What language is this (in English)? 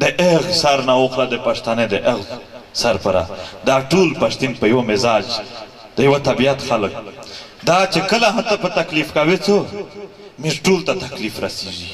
Pashto